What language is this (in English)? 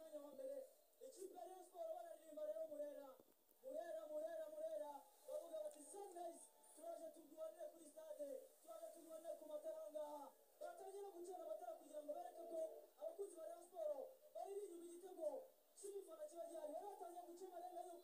Kinyarwanda